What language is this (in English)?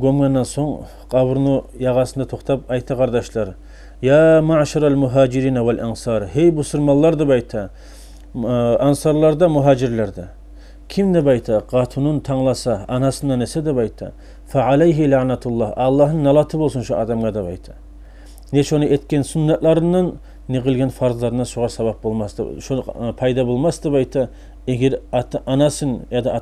Kumyk